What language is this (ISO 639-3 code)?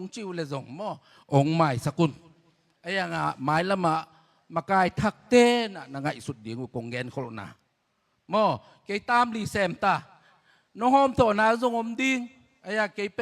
ctd